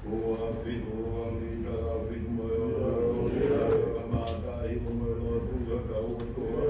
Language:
Tongan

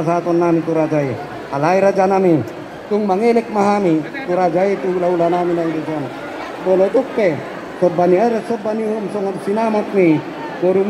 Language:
Batak Toba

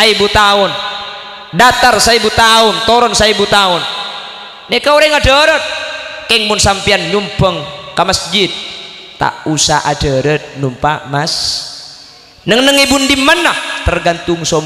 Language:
Madurese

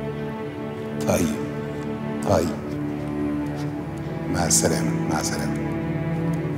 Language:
Egyptian Arabic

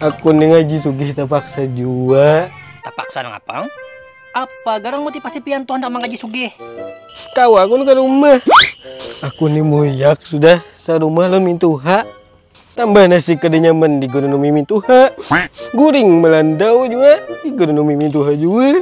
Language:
Banjar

